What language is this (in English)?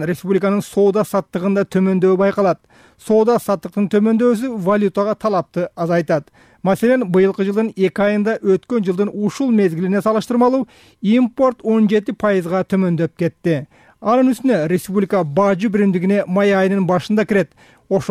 Kyrgyz